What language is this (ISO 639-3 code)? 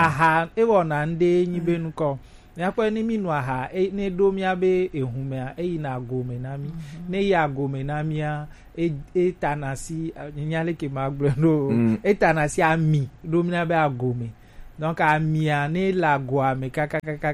gej